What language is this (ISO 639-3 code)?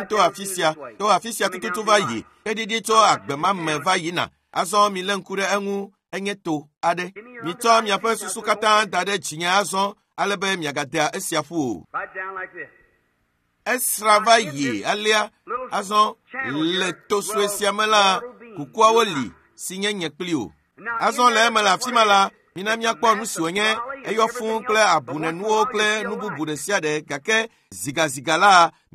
ewe